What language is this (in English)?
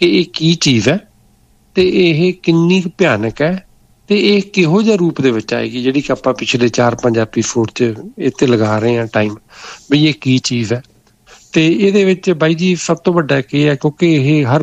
Punjabi